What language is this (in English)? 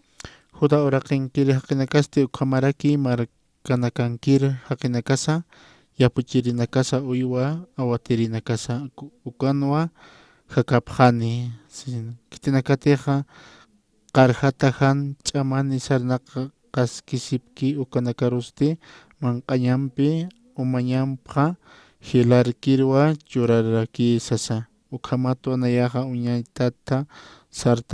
Aymara